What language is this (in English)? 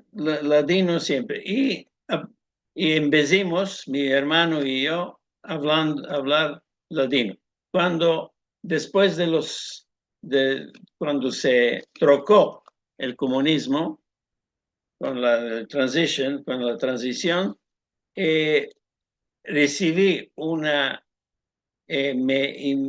Ladino